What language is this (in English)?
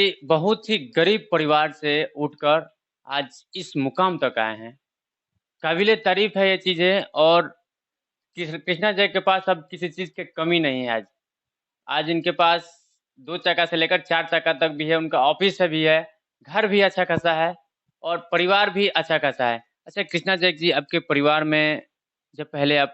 Bhojpuri